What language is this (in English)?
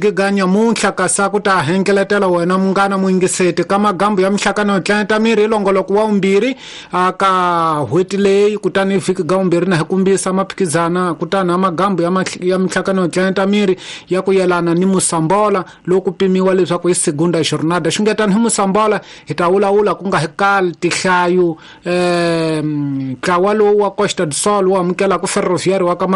Tsonga